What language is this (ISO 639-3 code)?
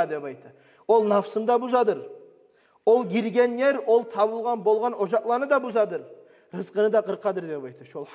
kum